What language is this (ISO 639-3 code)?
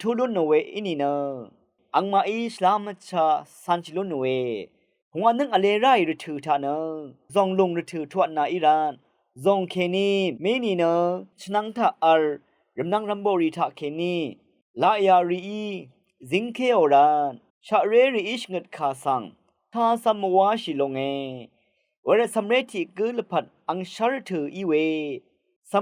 raw